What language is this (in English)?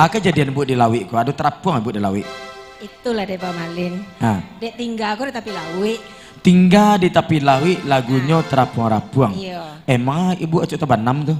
Minangkabau